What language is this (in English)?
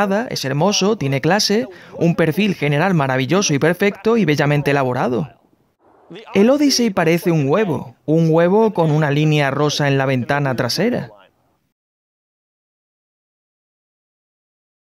Spanish